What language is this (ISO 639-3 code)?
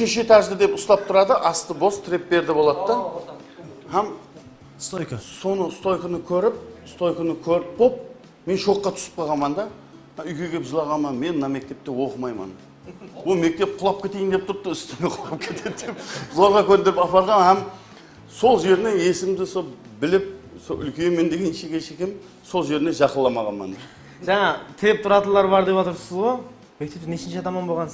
kaa